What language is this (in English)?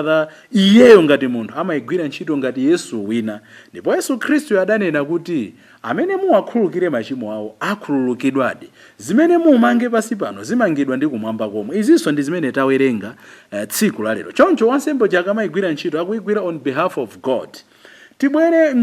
Nyanja